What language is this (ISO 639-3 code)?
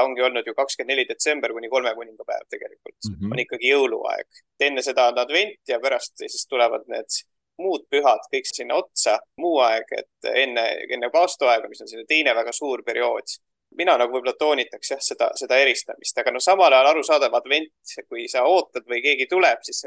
est